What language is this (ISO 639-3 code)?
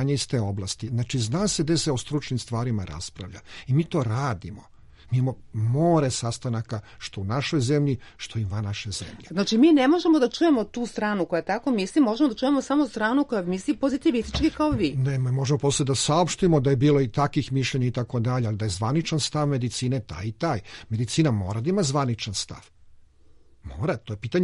srp